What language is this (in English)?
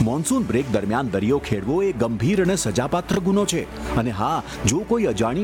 Gujarati